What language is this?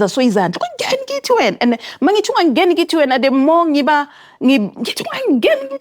Zulu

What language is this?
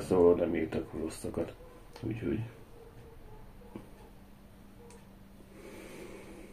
Hungarian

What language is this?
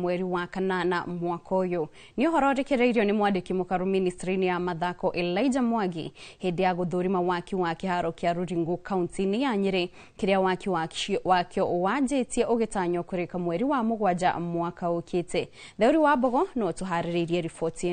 Kikuyu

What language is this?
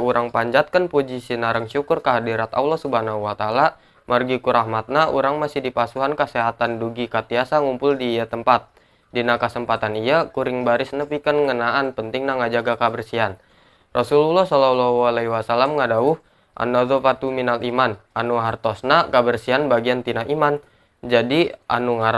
Sundanese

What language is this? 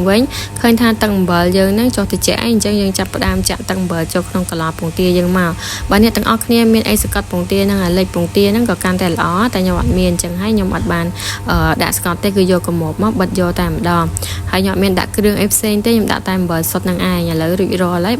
Khmer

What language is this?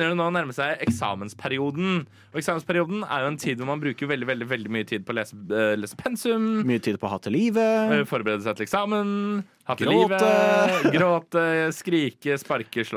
Norwegian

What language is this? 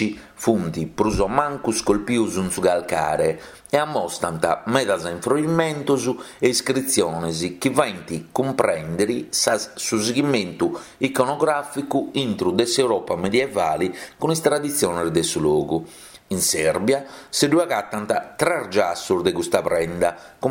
Sardinian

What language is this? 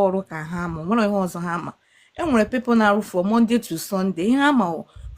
Igbo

